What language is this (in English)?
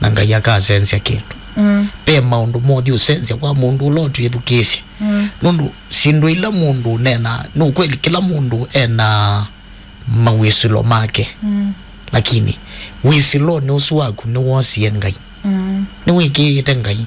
Kamba